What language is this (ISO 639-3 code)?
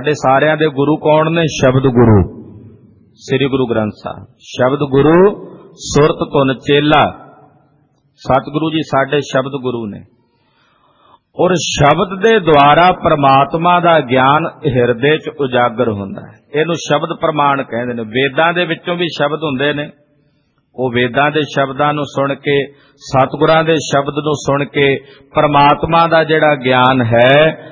pan